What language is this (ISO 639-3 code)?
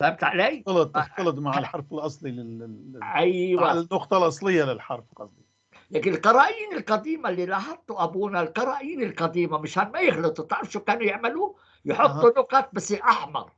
apc